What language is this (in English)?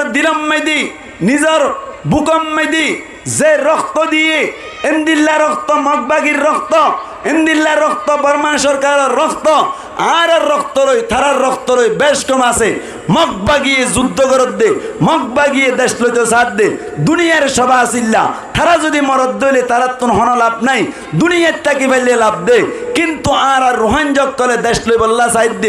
Rohingya